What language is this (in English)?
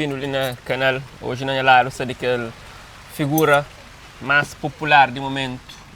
Kabuverdianu